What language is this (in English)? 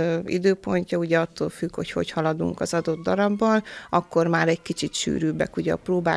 Hungarian